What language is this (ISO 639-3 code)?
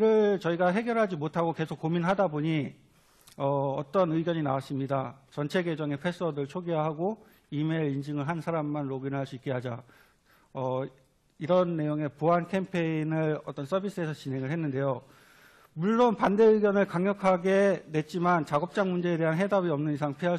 kor